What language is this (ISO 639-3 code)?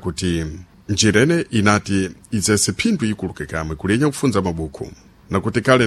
seh